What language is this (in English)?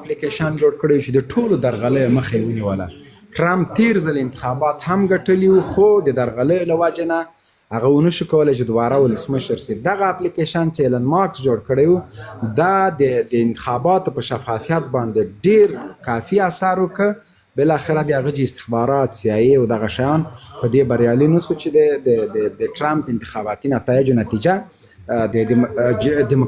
Pashto